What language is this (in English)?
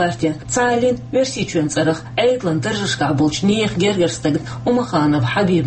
Chechen